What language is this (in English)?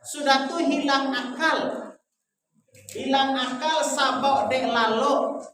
Minangkabau